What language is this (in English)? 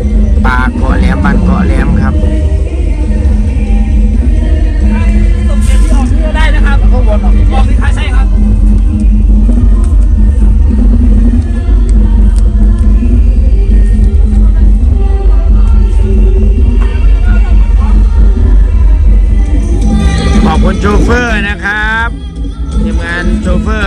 Thai